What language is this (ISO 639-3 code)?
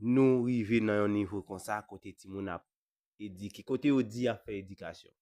hat